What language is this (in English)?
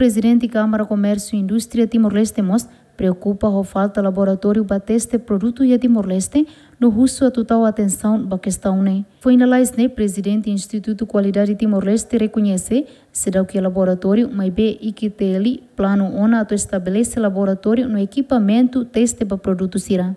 Tetum